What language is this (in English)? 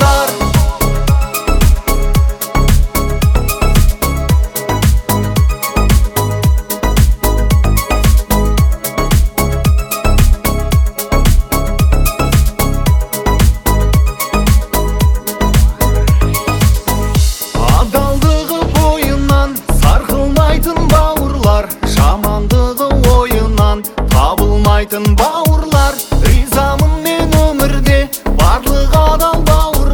Kazakh